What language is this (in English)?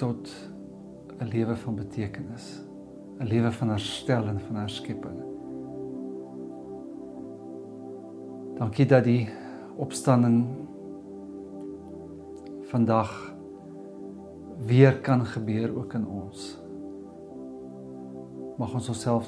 Afrikaans